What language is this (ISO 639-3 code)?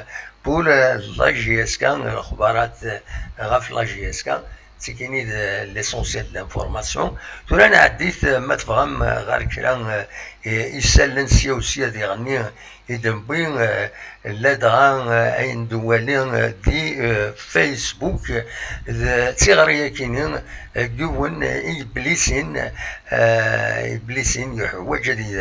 kab